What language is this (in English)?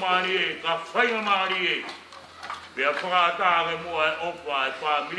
Tongan